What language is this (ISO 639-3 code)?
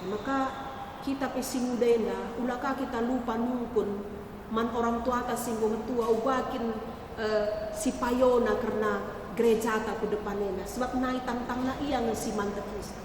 btx